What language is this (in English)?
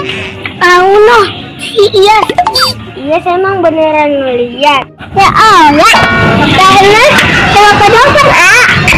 Betawi